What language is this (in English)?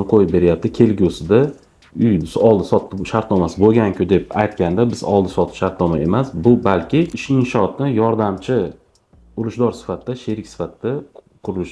Uzbek